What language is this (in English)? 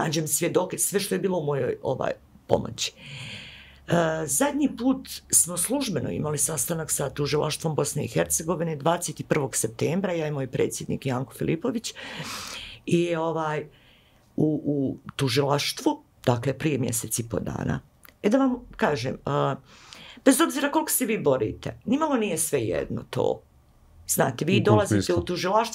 Bosnian